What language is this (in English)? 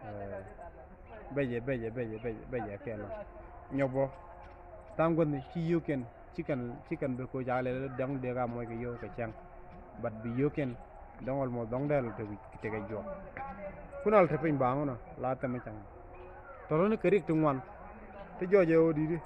Nuer